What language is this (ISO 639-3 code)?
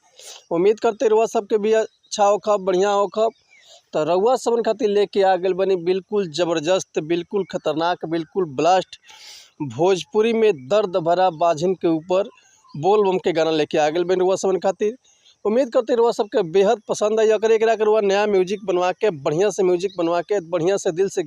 bho